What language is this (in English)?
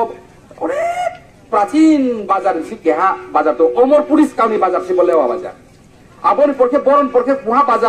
Riang (India)